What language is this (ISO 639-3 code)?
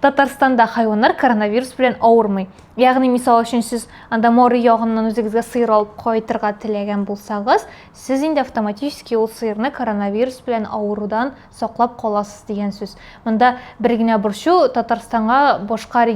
tat